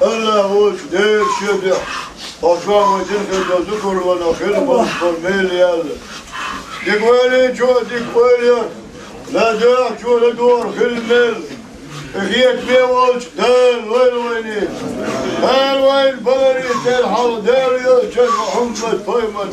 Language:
Chechen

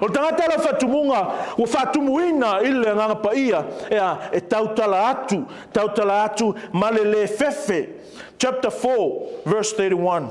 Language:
Samoan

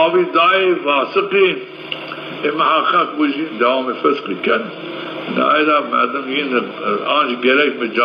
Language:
Zaza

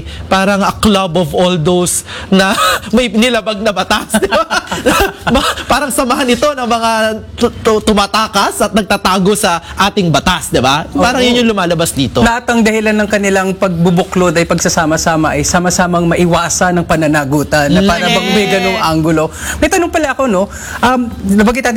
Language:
Filipino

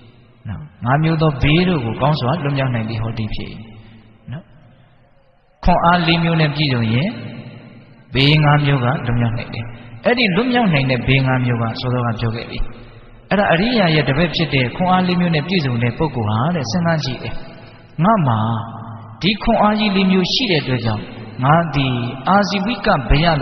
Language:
Burmese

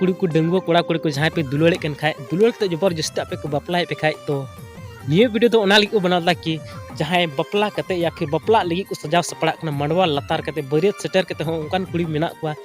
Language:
Santali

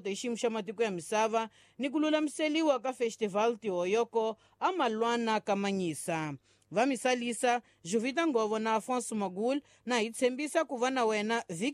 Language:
Tsonga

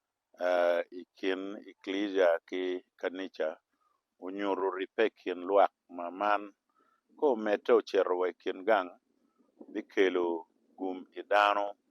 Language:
Acoli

